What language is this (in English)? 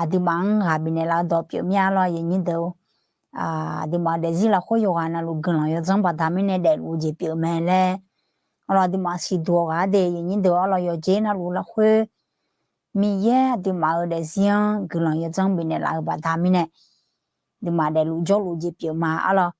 Akha